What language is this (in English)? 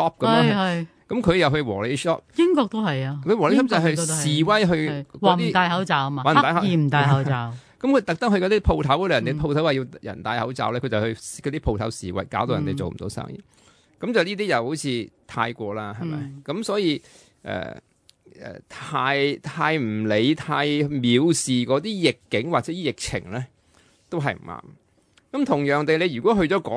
Cantonese